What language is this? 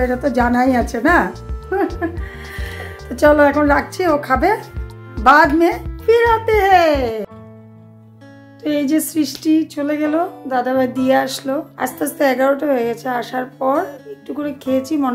Bangla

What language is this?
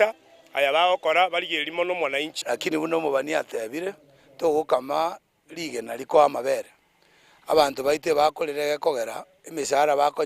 Gusii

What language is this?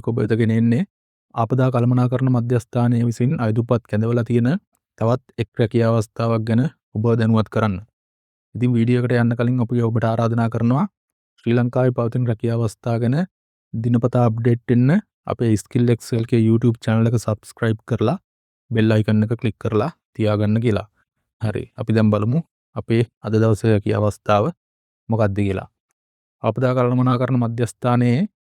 Sinhala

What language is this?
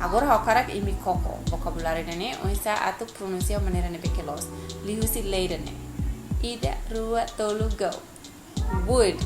Tetum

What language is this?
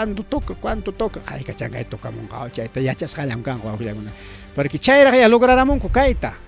Ayacucho Quechua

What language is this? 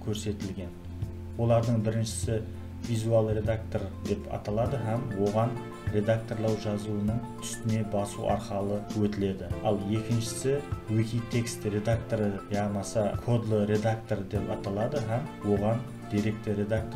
Kara-Kalpak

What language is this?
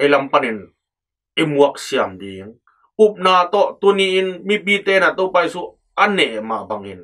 Tedim Chin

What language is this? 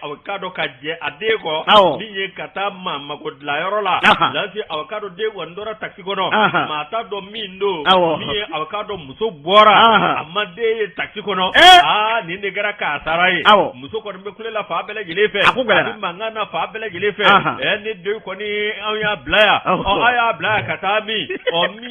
Bambara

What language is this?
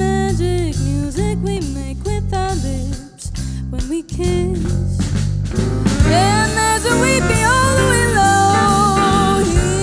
English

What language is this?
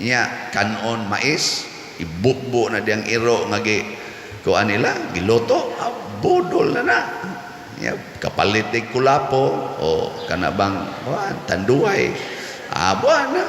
Cebuano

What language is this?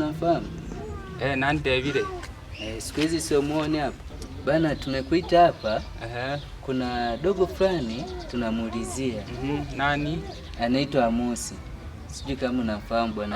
Swahili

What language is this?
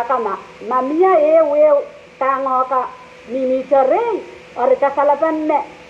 Pohnpeian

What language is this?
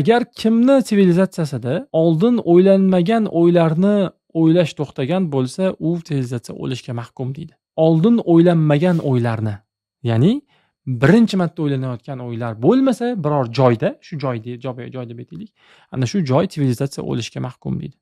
Uzbek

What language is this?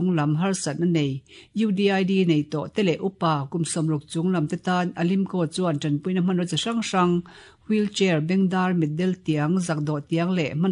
Mizo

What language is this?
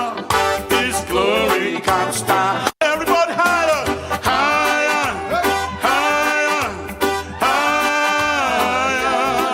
Tongan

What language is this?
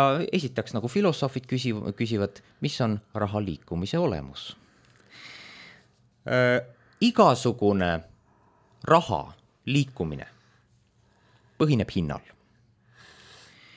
Estonian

